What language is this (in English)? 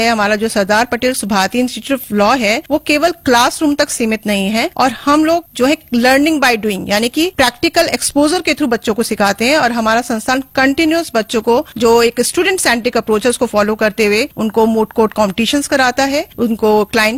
Hindi